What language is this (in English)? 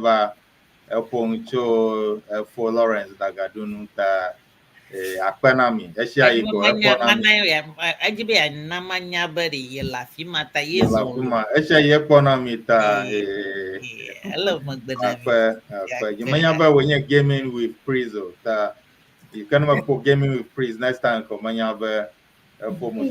Ewe